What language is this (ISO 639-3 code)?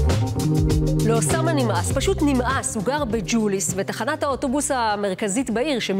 heb